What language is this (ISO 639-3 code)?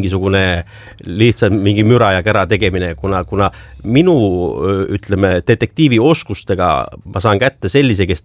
est